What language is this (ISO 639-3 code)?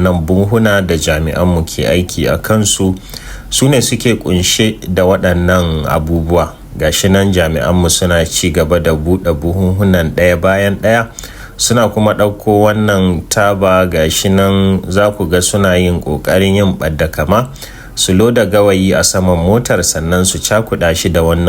hau